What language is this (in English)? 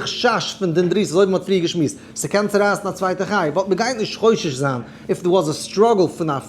Yiddish